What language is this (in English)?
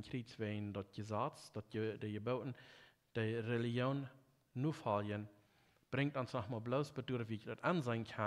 Plautdietsch